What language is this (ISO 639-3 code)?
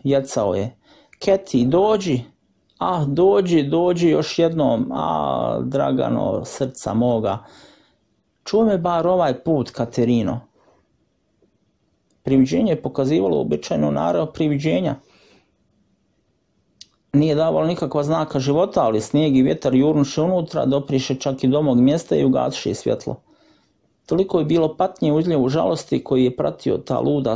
hrv